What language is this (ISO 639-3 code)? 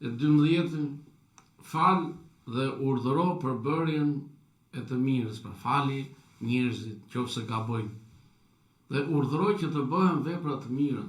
sqi